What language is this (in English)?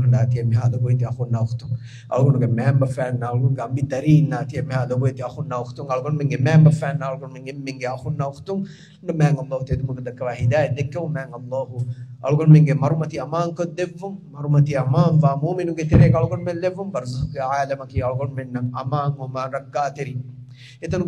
Divehi